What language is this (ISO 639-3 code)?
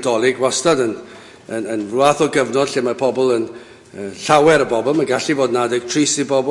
cym